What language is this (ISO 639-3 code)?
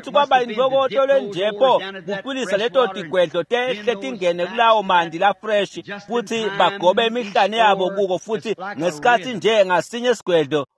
ssw